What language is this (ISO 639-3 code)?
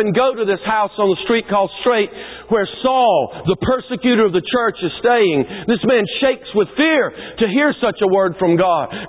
eng